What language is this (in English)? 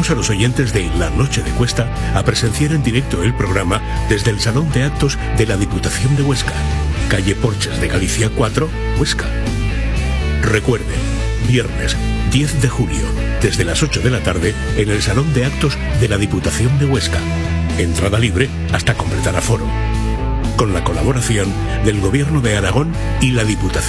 Spanish